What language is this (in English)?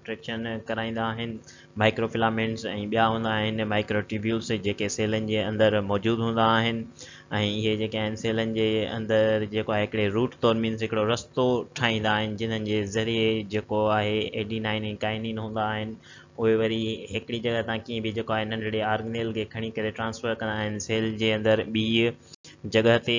Sindhi